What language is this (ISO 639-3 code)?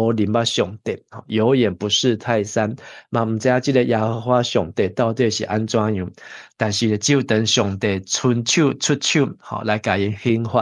nan